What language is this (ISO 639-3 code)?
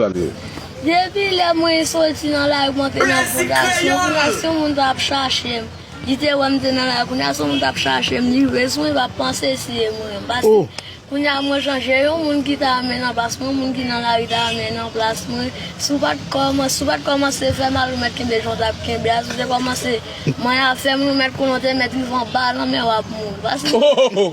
hat